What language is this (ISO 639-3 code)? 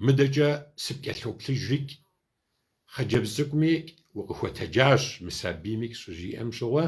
kbd